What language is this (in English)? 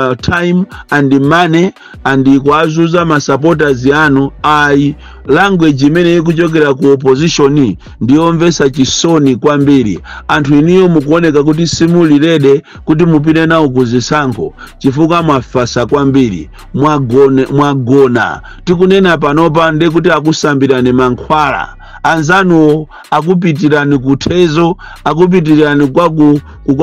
Nyanja